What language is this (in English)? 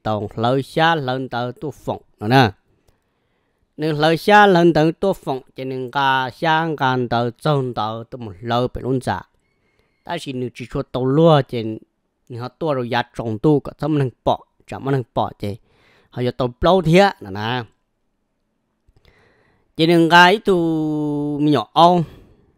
Vietnamese